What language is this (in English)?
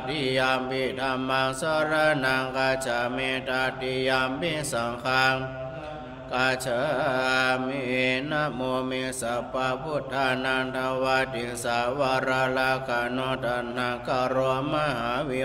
Pali